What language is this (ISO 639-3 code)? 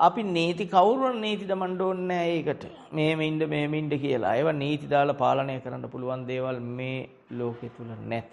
sin